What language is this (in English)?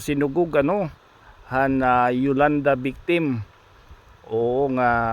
Waray